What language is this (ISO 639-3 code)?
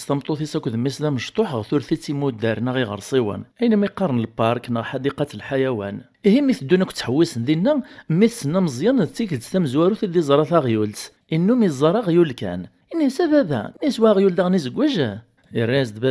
kab